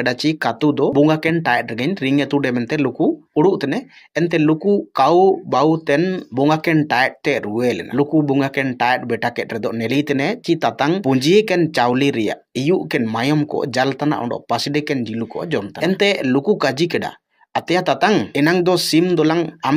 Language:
Ho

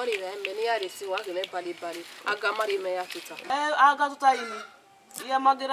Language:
Bini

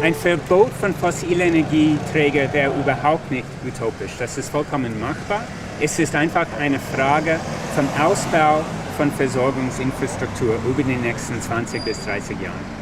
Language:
Swiss German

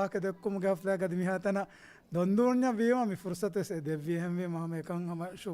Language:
Divehi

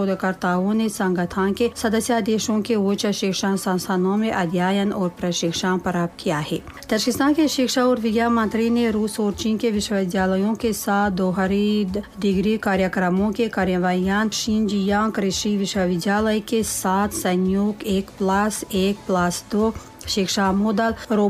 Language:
Hindi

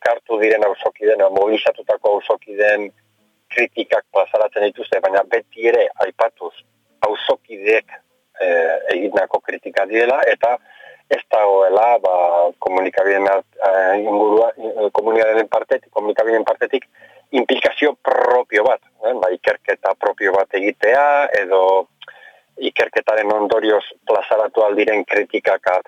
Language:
Basque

